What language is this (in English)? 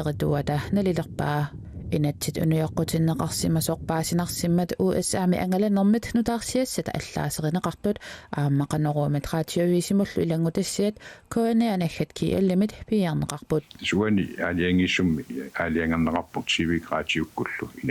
Kalaallisut